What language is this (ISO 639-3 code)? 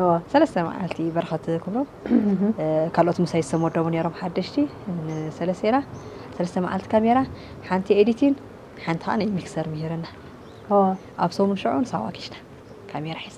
tir